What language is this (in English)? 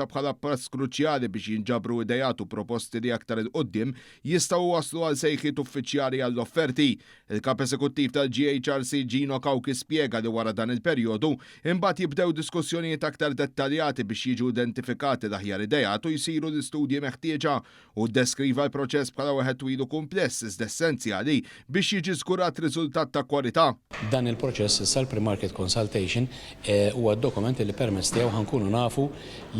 Maltese